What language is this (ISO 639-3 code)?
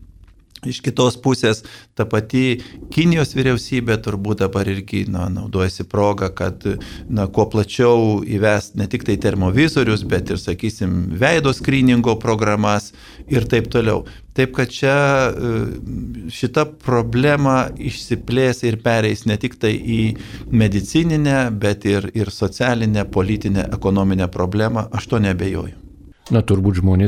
lit